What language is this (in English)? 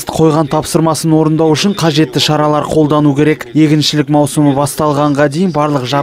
Kazakh